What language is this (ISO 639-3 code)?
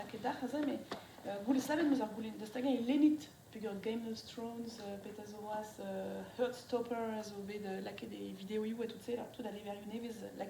bre